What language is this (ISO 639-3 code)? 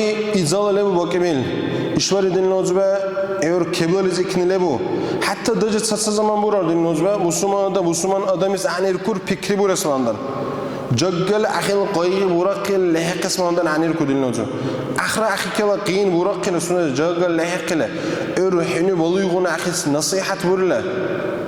dar